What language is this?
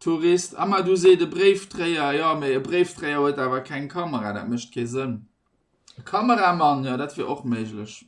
Luxembourgish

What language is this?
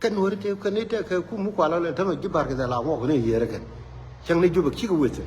Nuer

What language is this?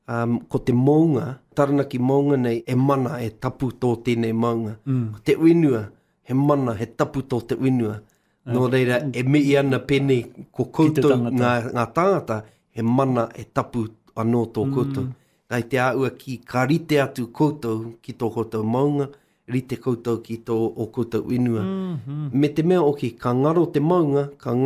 Māori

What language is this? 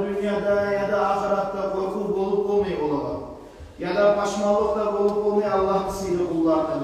Kumyk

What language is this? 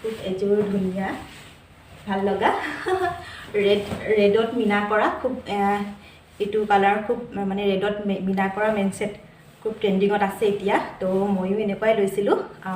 Assamese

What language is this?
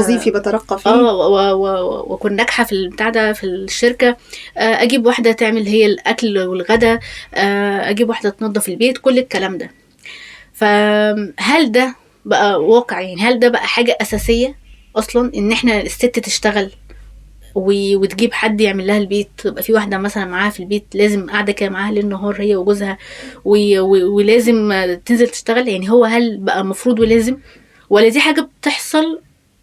Egyptian Arabic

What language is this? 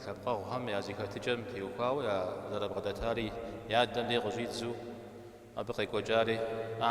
Kabardian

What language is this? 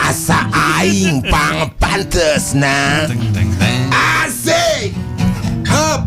Sundanese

